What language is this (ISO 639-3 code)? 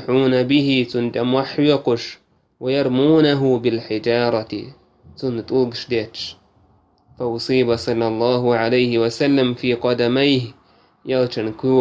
che